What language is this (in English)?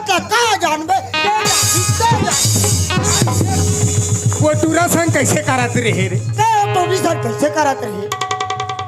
Chhattisgarhi